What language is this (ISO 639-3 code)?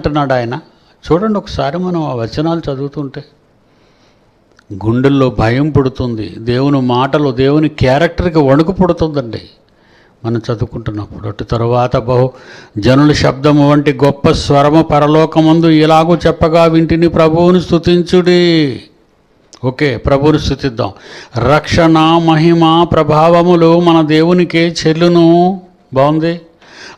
tel